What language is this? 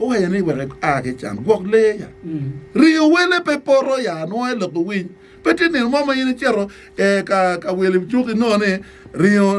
Acoli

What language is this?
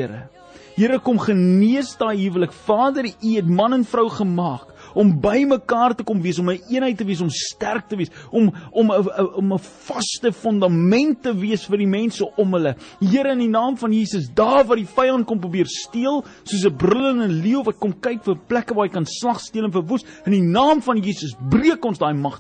Afrikaans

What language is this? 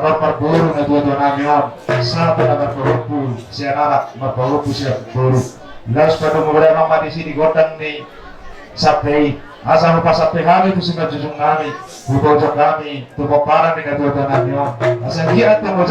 Batak Toba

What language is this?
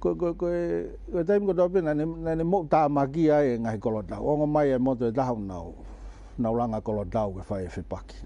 Tongan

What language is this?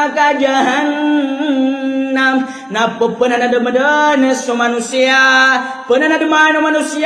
Maranao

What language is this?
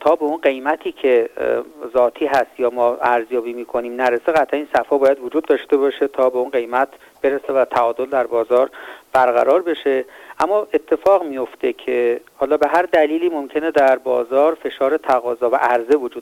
Persian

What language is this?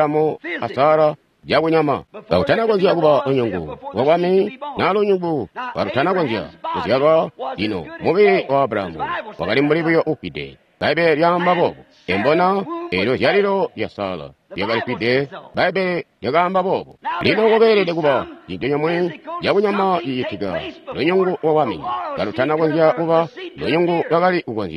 Tonga (Zambia)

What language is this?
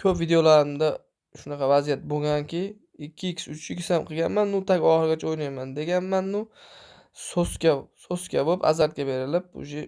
Uzbek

